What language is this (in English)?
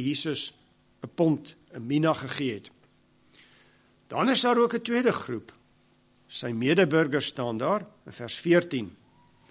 Afrikaans